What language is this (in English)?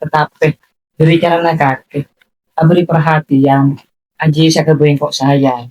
Madurese